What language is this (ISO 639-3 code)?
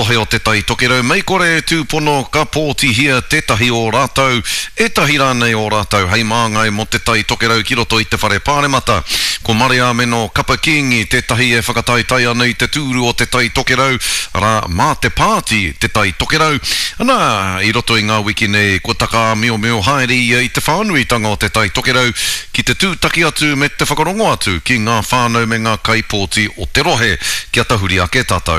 mri